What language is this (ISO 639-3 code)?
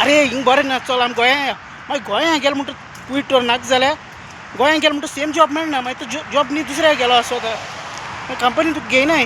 kok